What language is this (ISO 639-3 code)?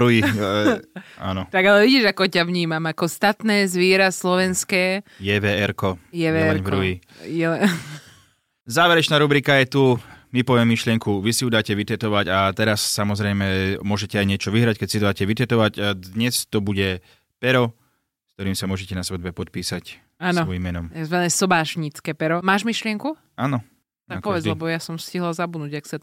slk